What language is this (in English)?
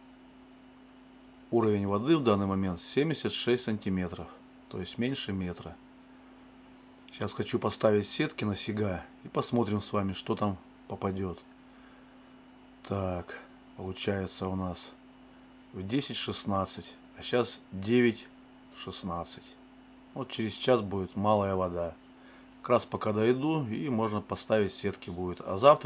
Russian